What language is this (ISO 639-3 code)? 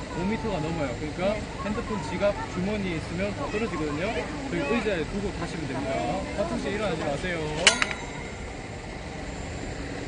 kor